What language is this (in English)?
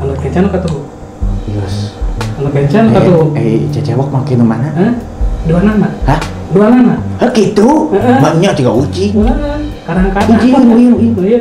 Sundanese